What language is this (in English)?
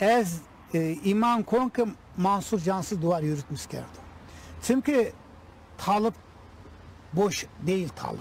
Zaza